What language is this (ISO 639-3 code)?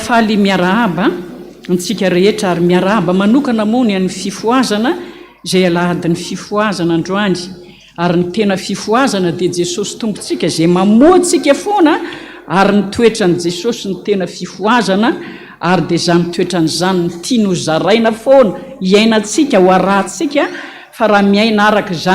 mlg